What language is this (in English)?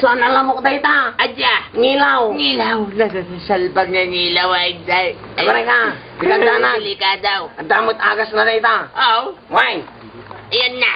Iloko